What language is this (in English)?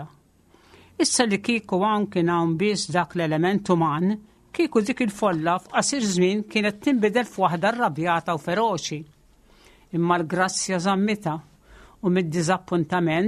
Maltese